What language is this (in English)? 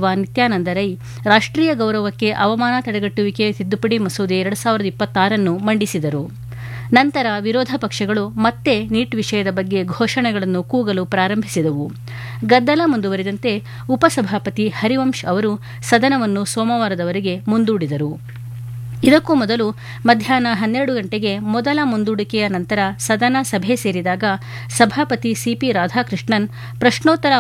Kannada